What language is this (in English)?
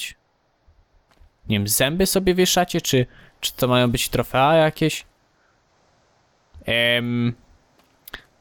Polish